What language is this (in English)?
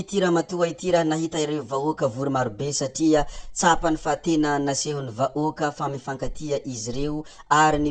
Malagasy